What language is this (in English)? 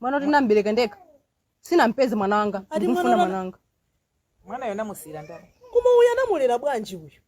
Nyanja